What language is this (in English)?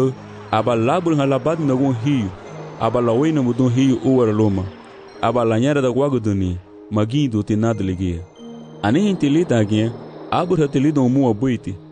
Garifuna